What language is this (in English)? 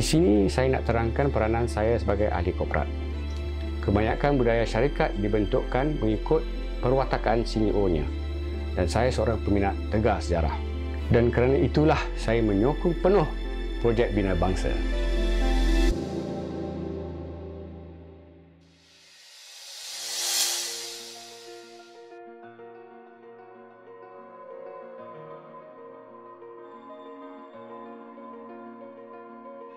Malay